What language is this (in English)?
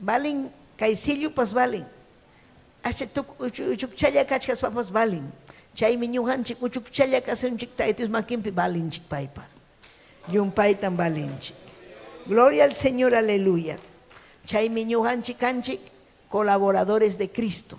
Ayacucho Quechua